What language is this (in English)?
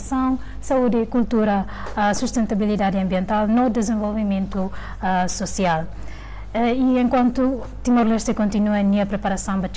Tetum